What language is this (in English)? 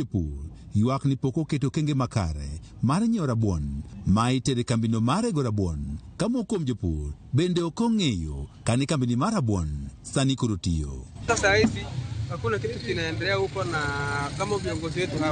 Luo (Kenya and Tanzania)